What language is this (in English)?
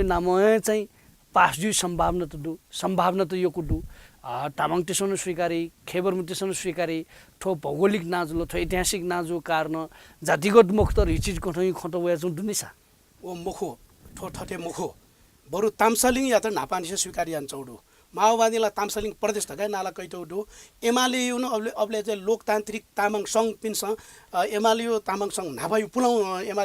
Newari